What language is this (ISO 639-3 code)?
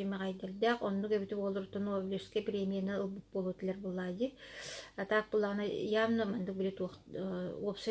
sah